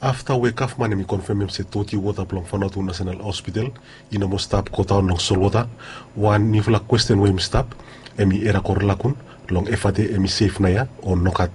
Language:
Bislama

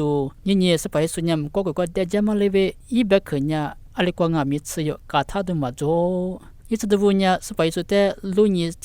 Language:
Lisu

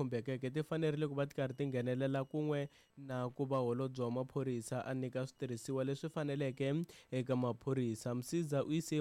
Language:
Tsonga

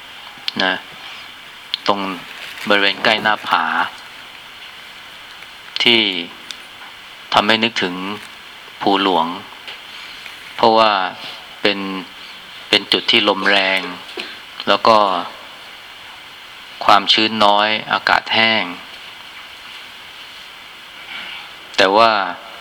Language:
Thai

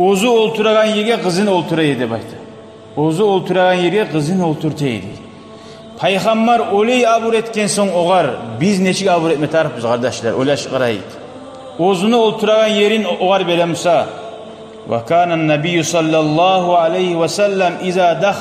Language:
Kumyk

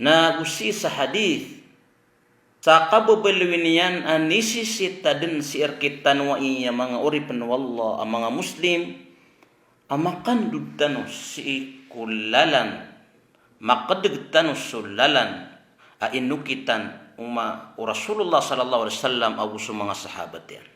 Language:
Maranao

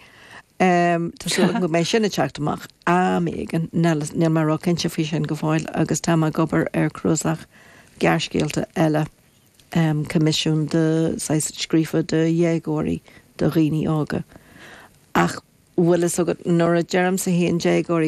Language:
Irish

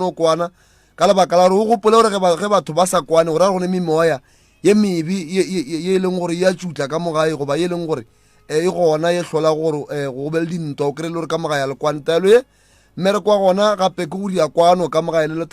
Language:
Northern Sotho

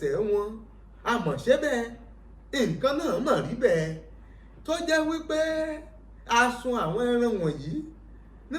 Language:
Yoruba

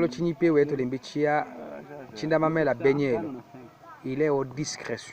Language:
Tetela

